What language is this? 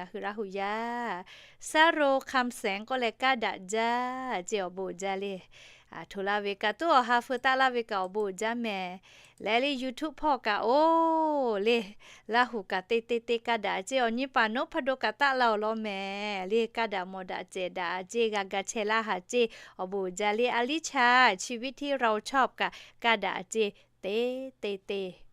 Lahu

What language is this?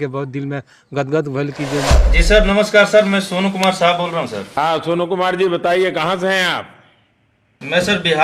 Bhojpuri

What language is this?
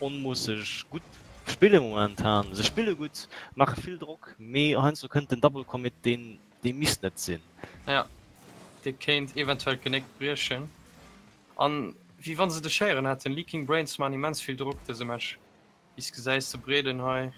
Luxembourgish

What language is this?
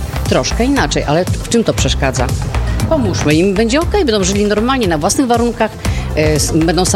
Polish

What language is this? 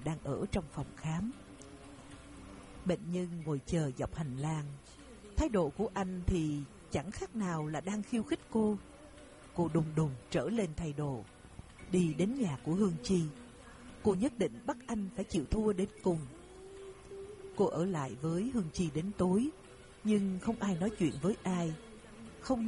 Vietnamese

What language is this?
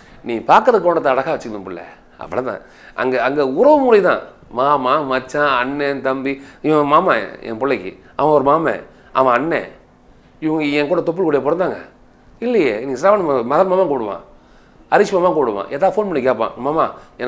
Tamil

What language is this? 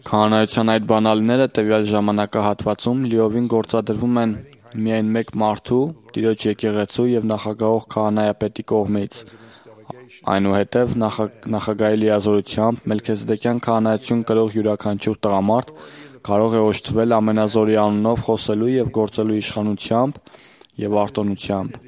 Armenian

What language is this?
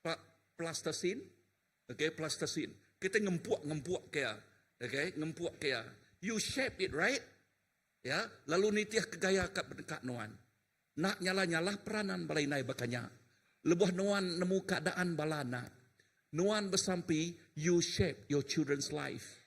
Iban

